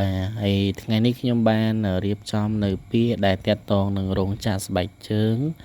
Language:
Khmer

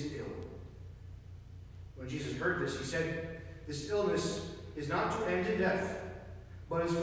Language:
English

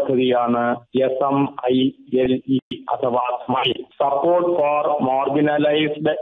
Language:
Malayalam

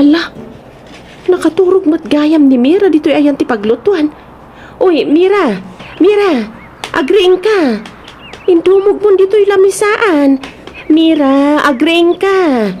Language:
Iloko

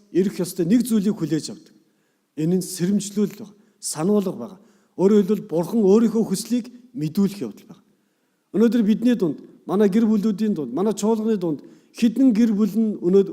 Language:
Mongolian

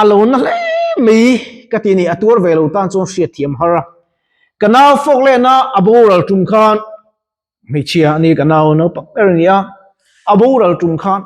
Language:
Mizo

